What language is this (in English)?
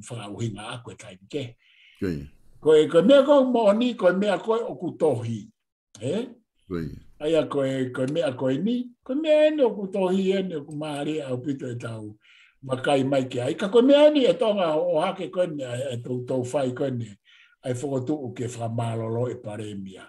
Tongan